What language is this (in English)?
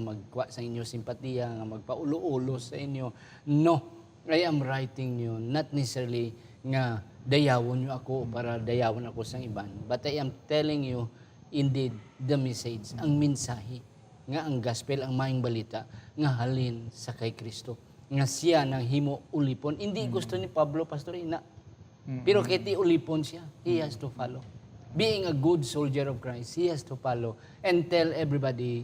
Hiligaynon